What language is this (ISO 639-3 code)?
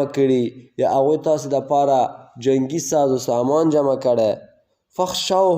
pus